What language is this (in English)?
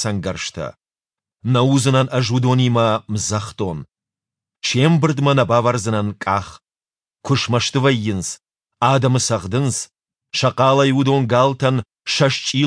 Ossetic